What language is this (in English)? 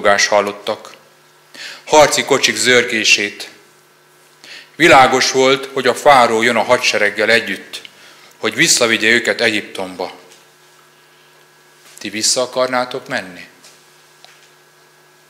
Hungarian